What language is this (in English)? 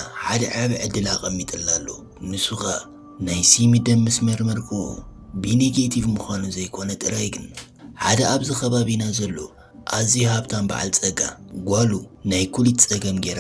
Tigrinya